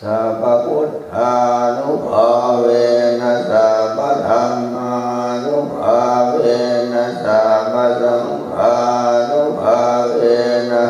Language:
Pali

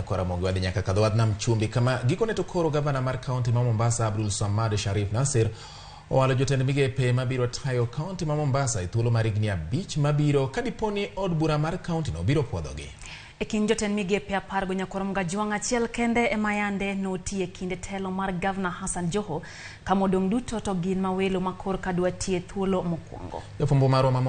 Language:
Luo (Kenya and Tanzania)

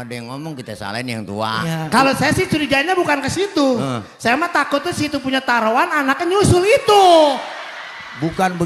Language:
Betawi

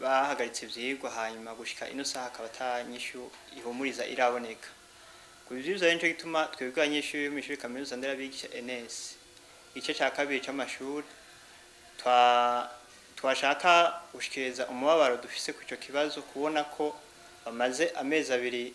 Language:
Rundi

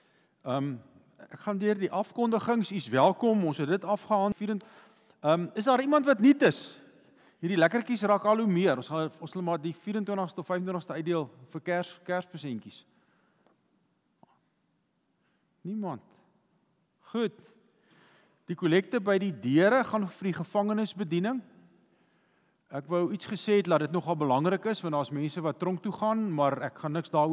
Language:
Afrikaans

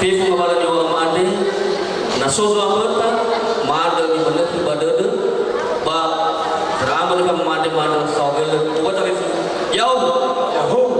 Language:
Nias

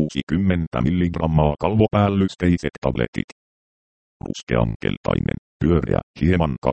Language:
Finnish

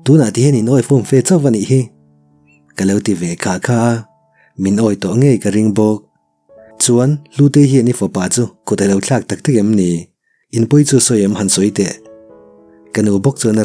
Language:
Mizo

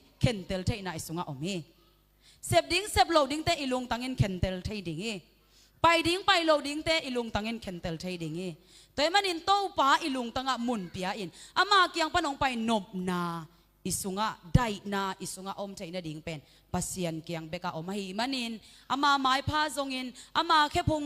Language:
Tedim Chin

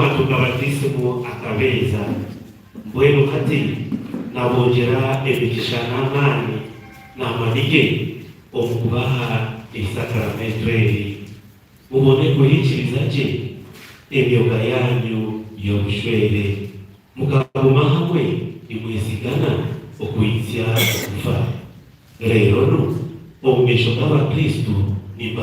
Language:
Nyankole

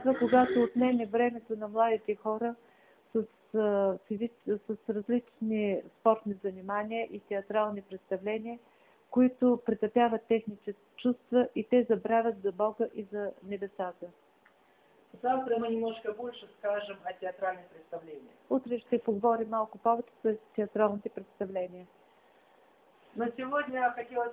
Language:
Bulgarian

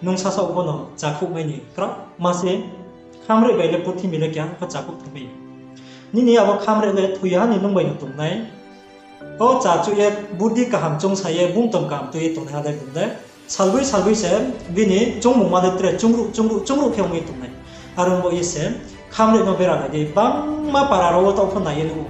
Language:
Riang (India)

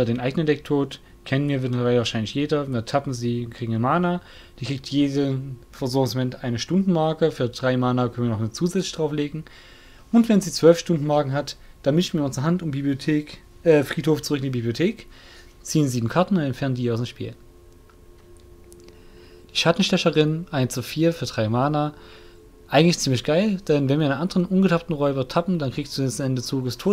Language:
German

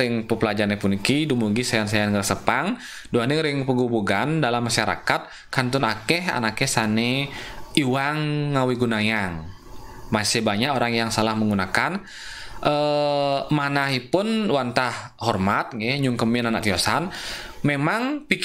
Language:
Balinese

